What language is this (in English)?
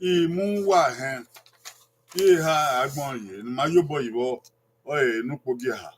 Bini